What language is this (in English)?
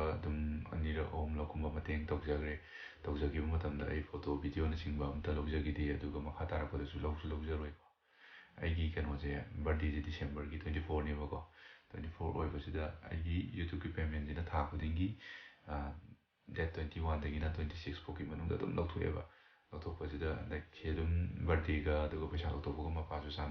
Manipuri